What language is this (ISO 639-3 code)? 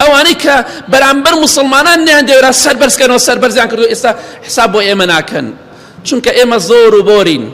ckb